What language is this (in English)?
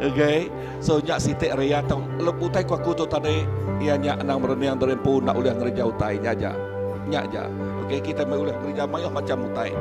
Iban